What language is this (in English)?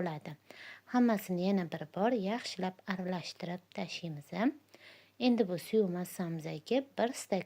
Uzbek